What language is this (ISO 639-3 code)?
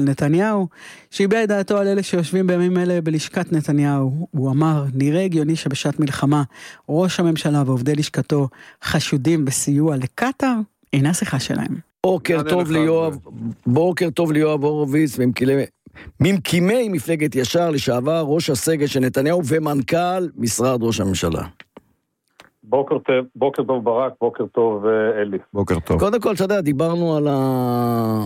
heb